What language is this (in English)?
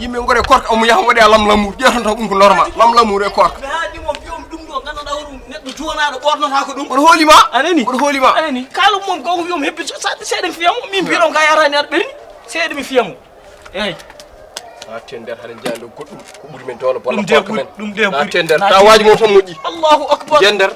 Fula